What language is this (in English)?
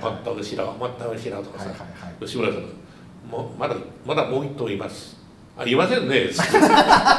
Japanese